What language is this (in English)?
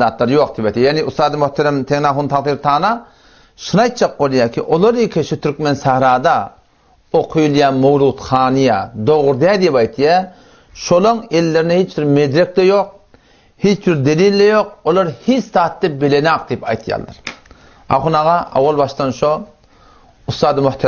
Turkmen